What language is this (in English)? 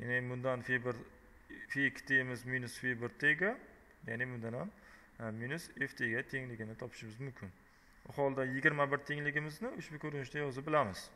Uzbek